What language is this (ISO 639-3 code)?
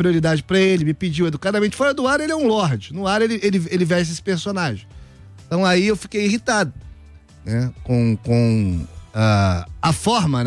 por